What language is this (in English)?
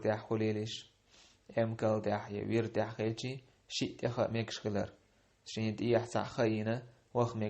Chechen